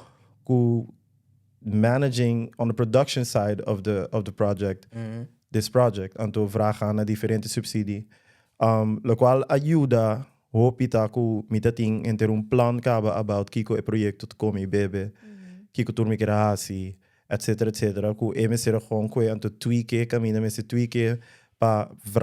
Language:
Papiamento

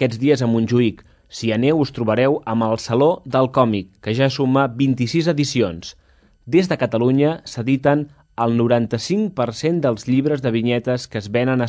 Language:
Catalan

